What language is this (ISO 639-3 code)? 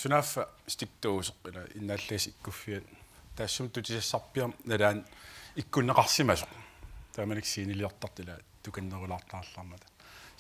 kal